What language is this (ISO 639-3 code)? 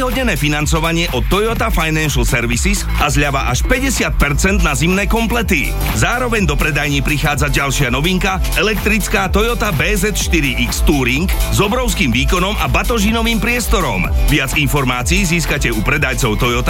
slk